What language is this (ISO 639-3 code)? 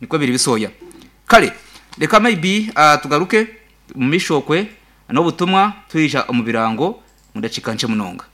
nyn